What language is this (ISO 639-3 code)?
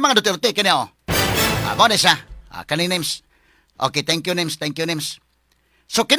ceb